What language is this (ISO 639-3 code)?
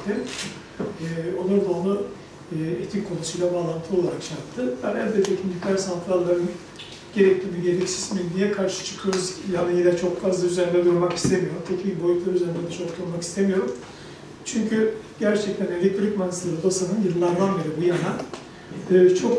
tur